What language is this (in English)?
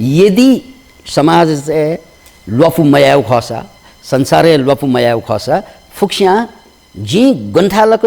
Newari